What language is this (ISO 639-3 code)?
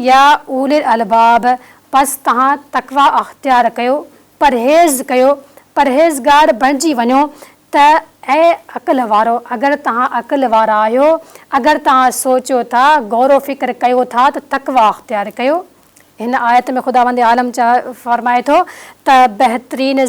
snd